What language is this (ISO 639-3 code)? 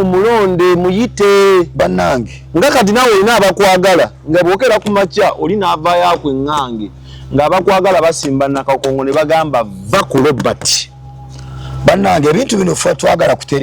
lug